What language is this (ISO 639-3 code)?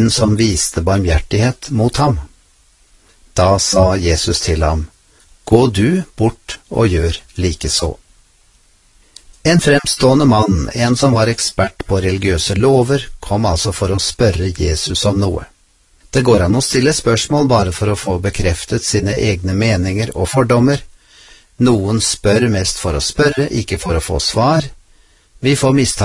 nor